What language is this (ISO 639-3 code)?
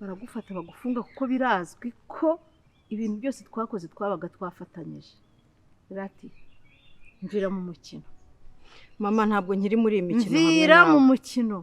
kin